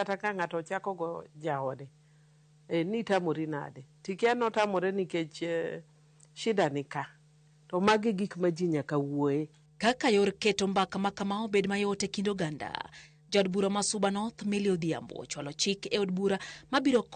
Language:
Luo (Kenya and Tanzania)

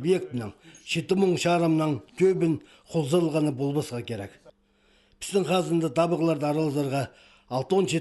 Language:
Khakas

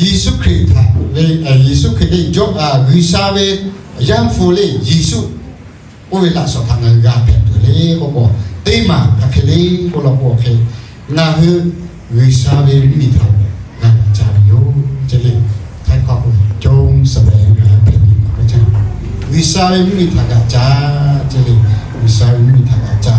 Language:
Lahu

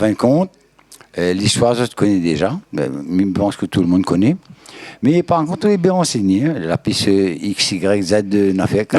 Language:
Réunion Creole French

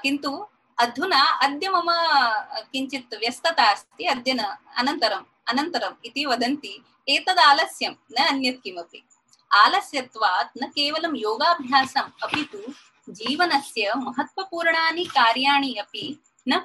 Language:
Sanskrit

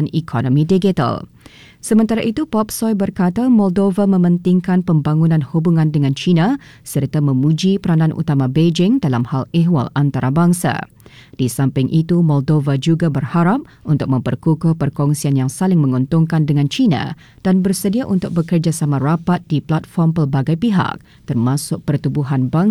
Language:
Malay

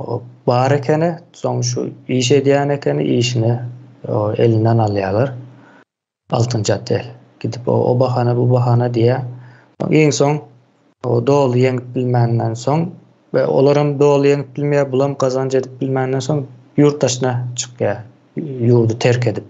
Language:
Turkmen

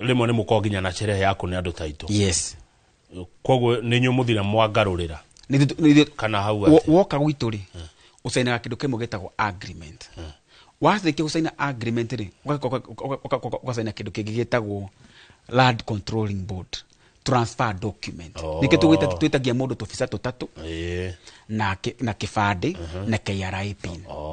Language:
Kikuyu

